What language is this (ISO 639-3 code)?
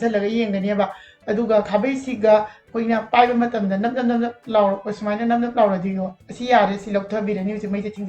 mni